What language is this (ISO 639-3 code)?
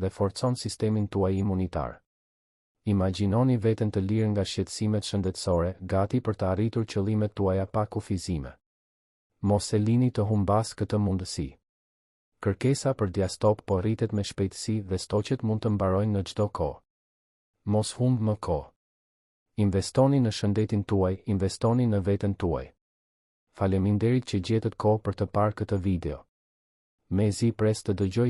sqi